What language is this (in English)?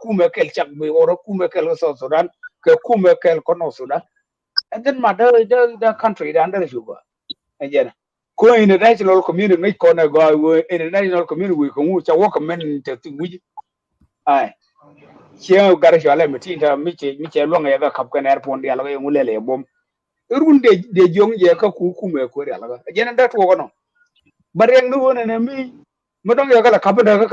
Nuer